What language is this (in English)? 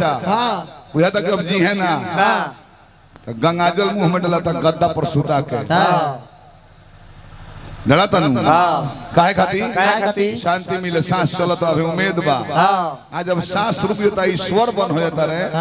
Bhojpuri